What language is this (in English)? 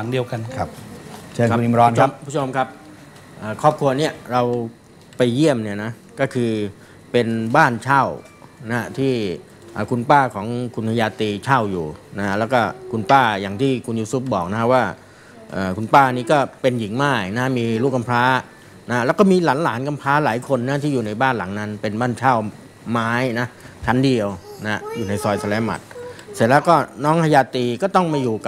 Thai